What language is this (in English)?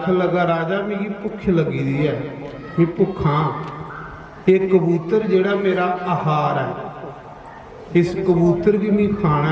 Dogri